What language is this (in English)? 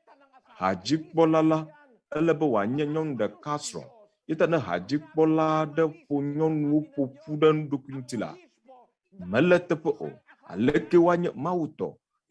Ewe